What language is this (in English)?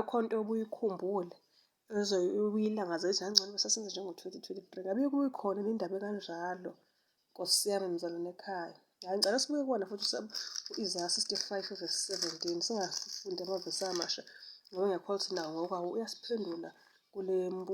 Zulu